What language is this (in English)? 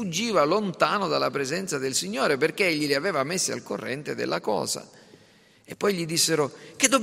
Italian